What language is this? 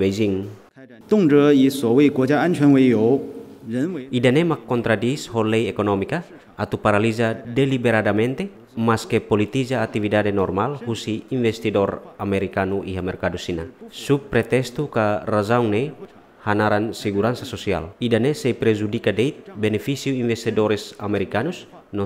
Tetum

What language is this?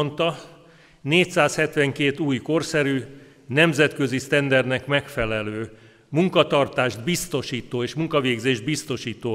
Hungarian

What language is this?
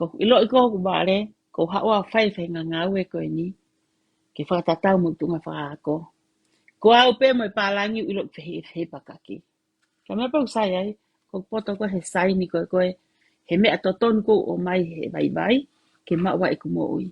Tongan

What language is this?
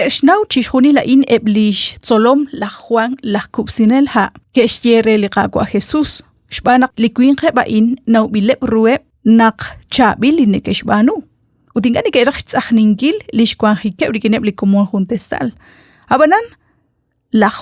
Kekchí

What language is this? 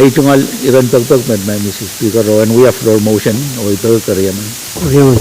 Pohnpeian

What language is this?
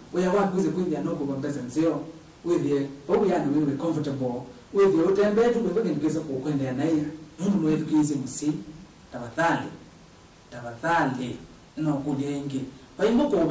Kamba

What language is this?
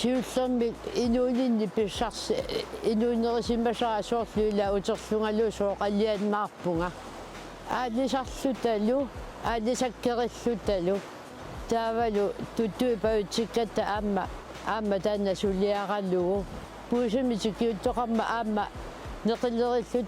Kalaallisut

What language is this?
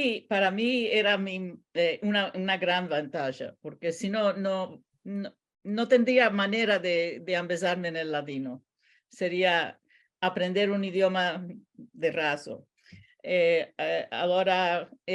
Ladino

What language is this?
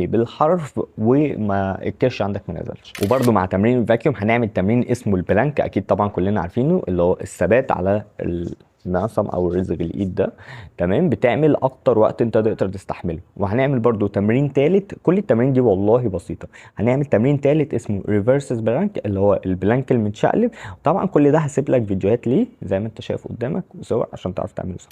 Egyptian Arabic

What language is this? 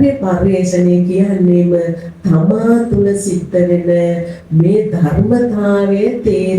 Sinhala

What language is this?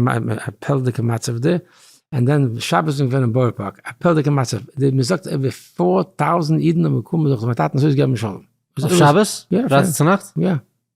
Yiddish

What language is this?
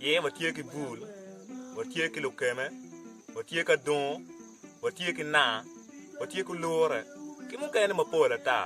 Acoli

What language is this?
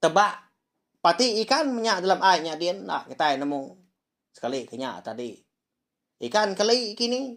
Iban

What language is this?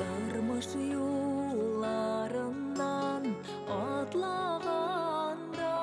Bashkir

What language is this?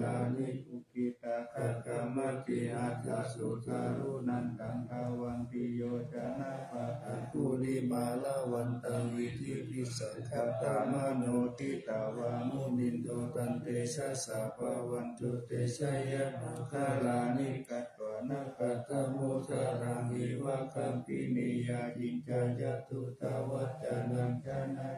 Pali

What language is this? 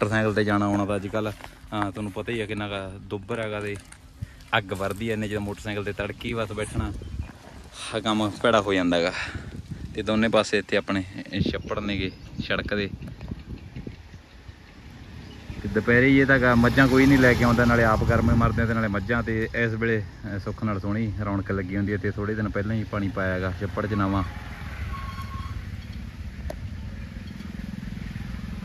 Punjabi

